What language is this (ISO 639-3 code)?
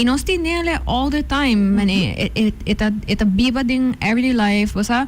pap